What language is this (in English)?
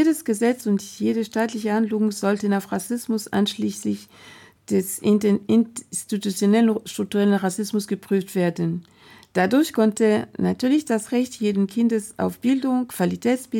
German